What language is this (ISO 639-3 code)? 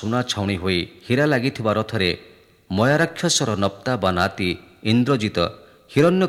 ori